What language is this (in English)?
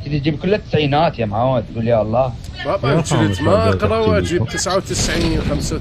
Mesopotamian Arabic